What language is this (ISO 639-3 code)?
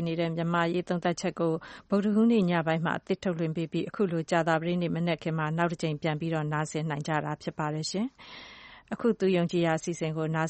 mya